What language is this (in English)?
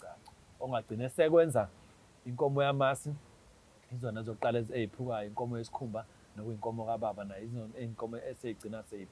Zulu